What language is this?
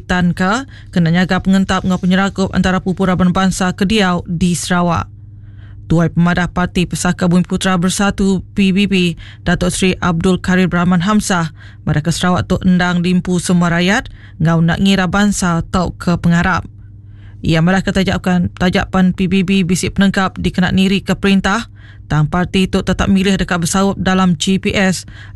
Iban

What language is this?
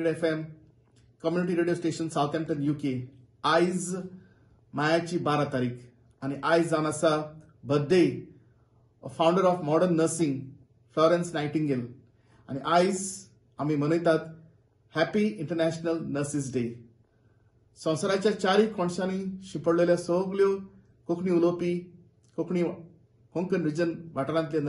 Konkani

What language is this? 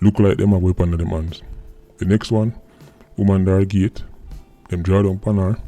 Jamaican Creole English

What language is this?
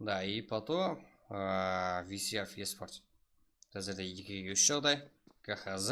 Kara-Kalpak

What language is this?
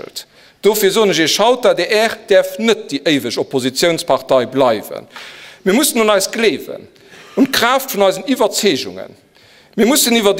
Luxembourgish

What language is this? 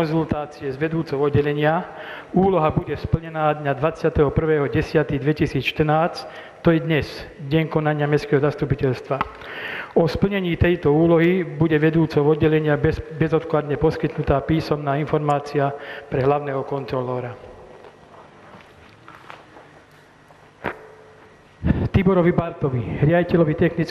Slovak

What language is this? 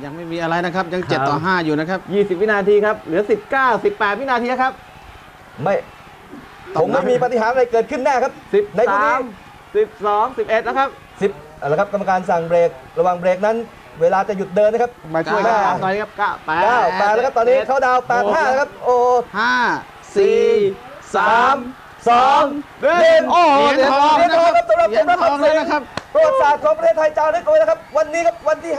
Thai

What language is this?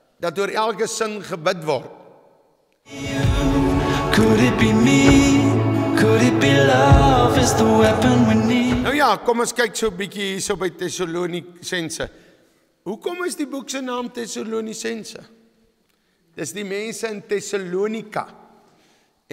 Afrikaans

